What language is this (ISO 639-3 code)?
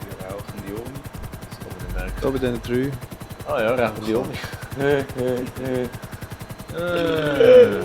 gsw